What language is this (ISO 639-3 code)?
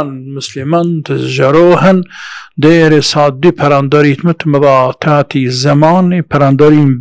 sqi